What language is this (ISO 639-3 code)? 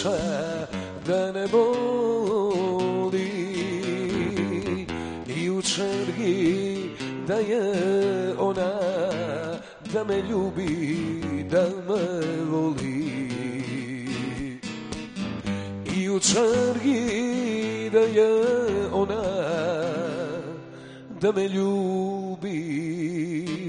srp